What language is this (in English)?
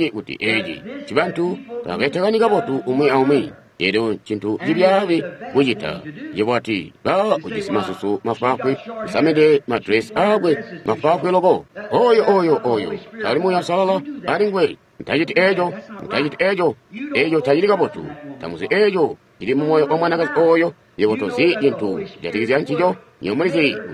Tonga (Zambia)